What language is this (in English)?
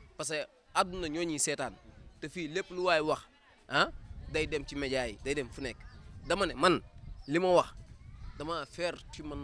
Wolof